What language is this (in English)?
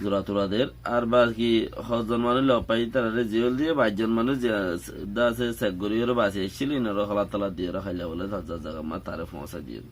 Rohingya